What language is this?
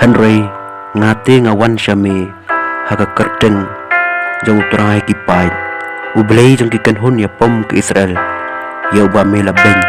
Khasi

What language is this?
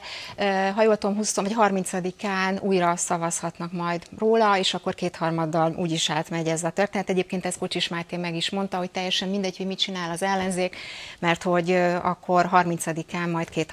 Hungarian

